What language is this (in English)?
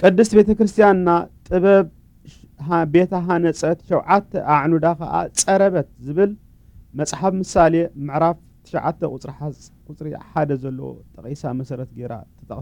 Tigrinya